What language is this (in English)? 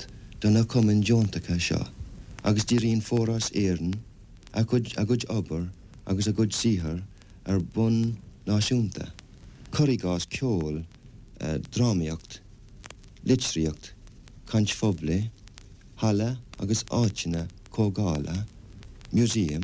Irish